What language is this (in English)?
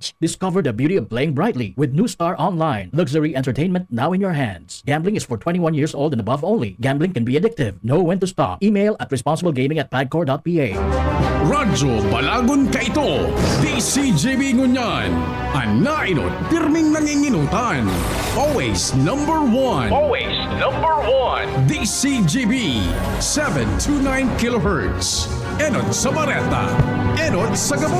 Bikol